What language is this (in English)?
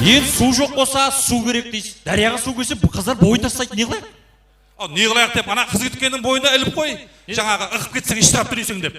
Kara-Kalpak